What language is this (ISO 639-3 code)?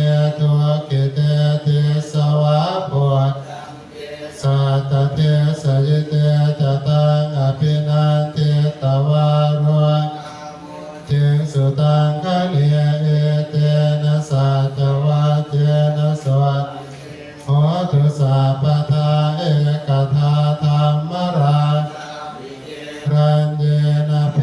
pli